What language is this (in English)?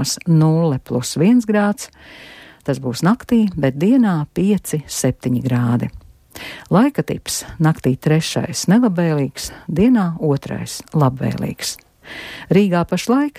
Latvian